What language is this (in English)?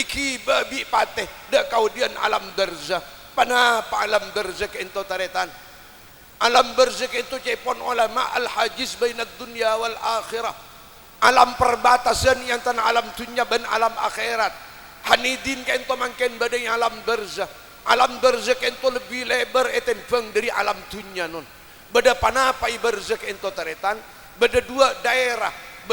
Madurese